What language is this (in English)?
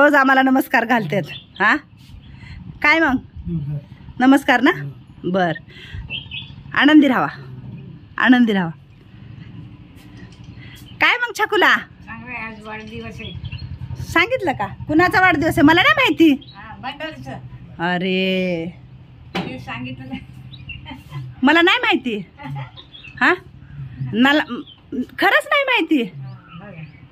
Marathi